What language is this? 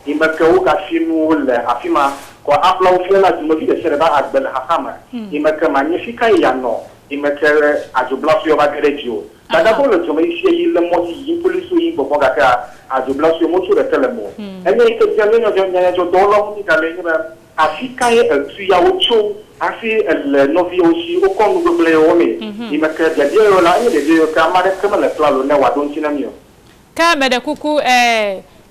Ewe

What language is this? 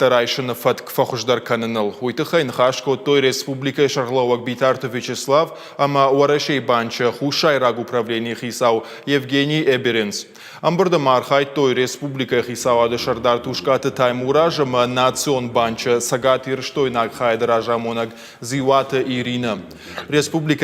Ossetic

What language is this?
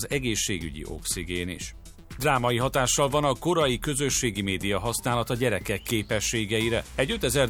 Hungarian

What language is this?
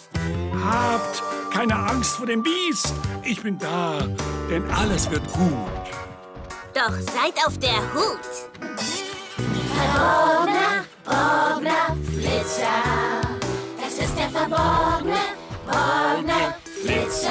German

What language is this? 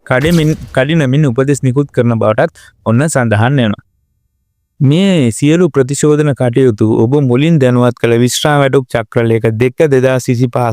Sinhala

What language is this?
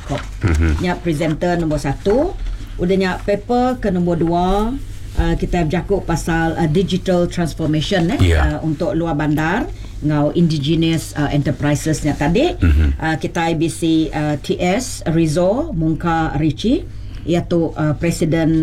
Iban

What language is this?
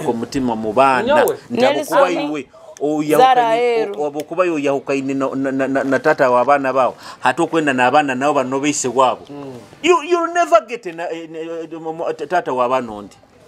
Nyoro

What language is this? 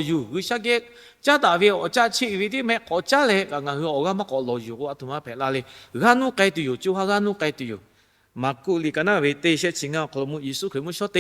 Lahu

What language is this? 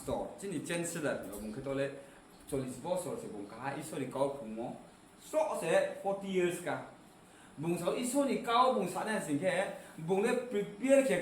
Riang (India)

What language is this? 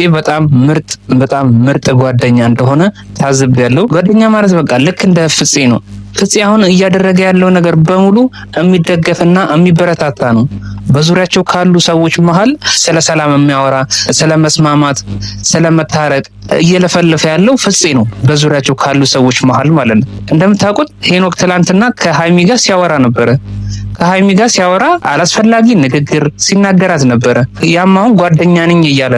Amharic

